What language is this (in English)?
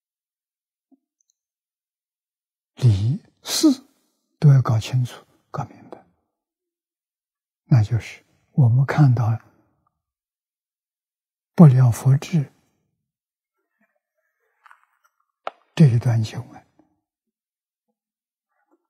Chinese